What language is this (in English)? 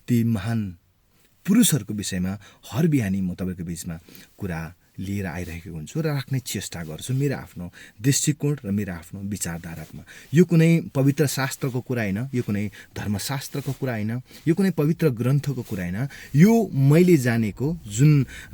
Nepali